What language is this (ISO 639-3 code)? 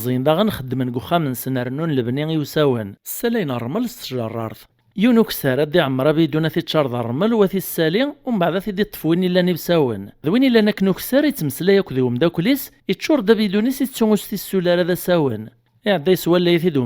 kab